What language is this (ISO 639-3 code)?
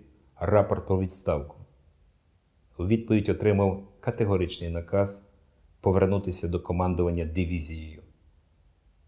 ukr